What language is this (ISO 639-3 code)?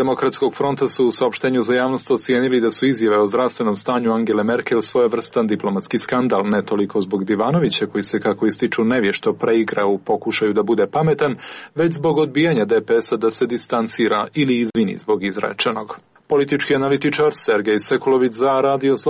srp